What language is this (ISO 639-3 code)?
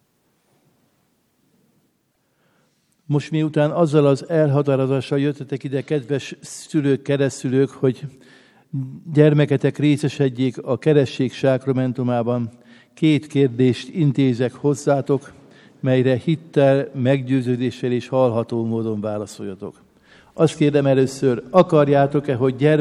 hun